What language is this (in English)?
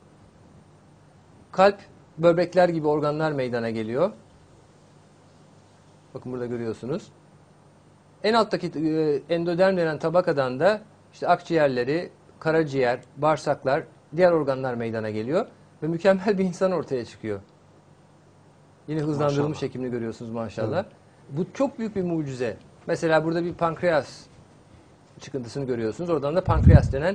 Turkish